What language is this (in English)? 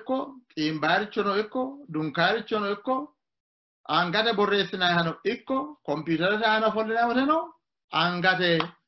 Sidamo